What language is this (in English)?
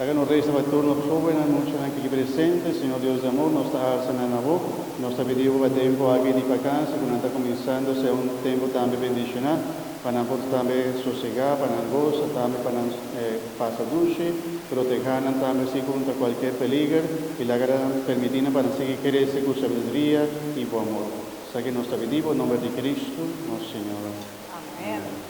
Papiamento